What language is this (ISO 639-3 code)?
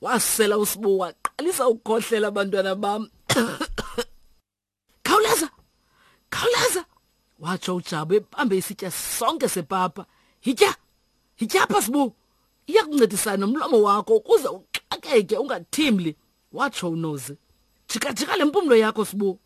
xho